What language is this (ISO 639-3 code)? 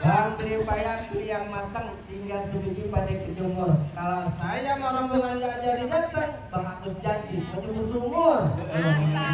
bew